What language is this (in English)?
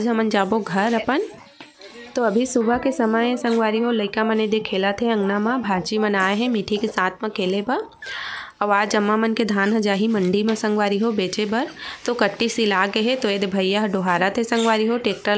Chhattisgarhi